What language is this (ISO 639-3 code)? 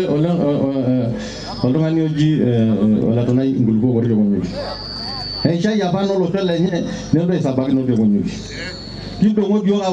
mas